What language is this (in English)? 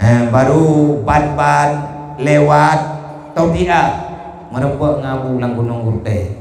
Achinese